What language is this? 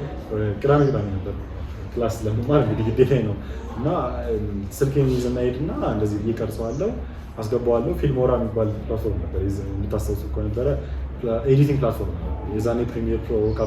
Amharic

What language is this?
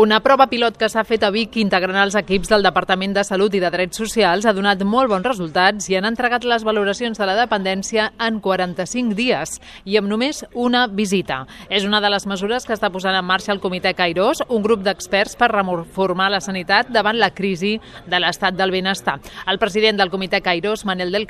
Catalan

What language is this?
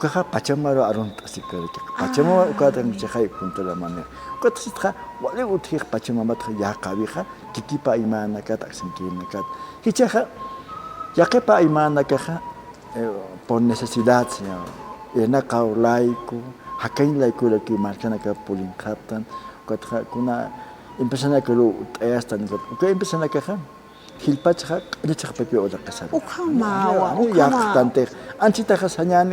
Aymara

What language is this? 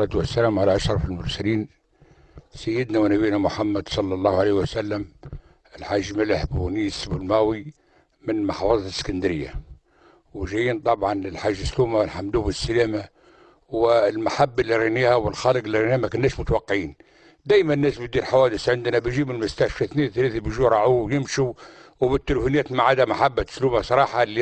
Egyptian Arabic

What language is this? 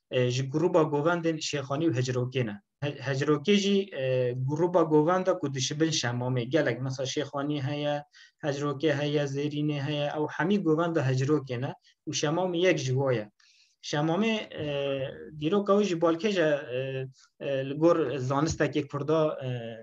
Kurdish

